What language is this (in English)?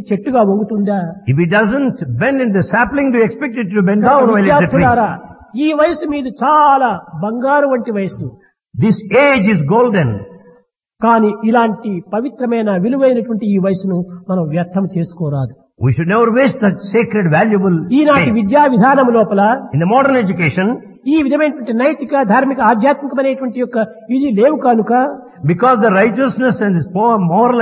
Telugu